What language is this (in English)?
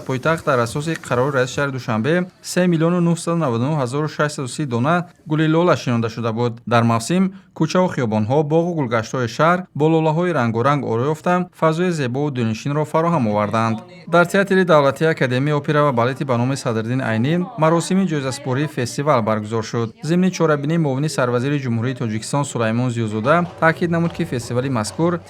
Tajik